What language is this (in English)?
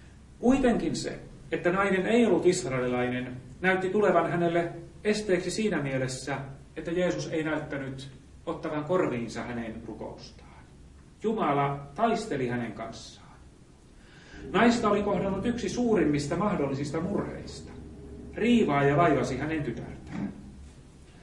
Finnish